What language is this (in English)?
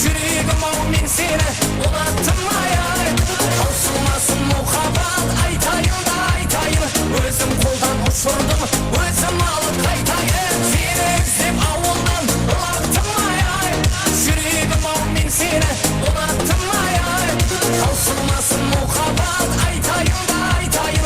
Kara-Kalpak